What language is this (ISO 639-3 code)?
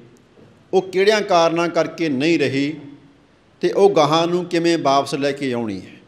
pan